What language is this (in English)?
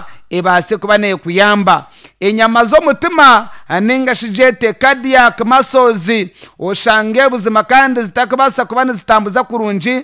Nyankole